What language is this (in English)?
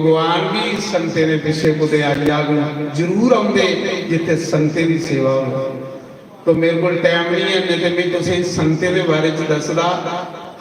Dogri